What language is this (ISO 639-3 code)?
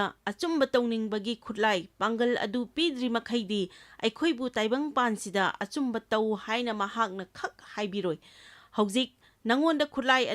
mni